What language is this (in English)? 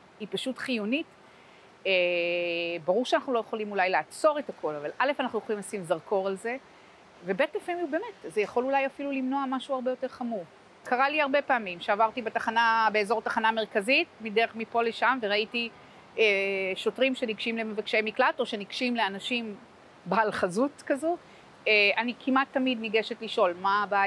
Hebrew